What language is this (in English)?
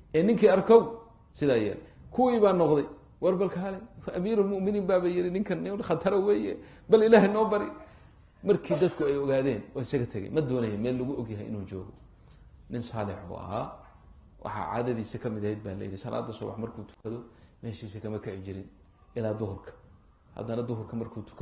Somali